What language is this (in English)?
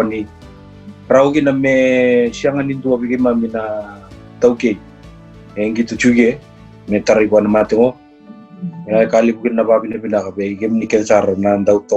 Fijian